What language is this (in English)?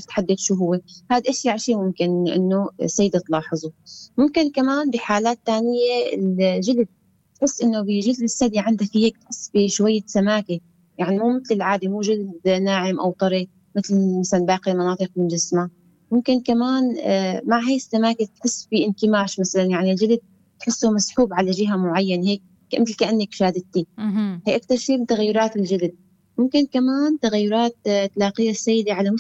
North Levantine Arabic